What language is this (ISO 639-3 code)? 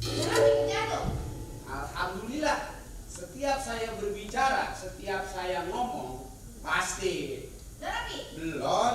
bew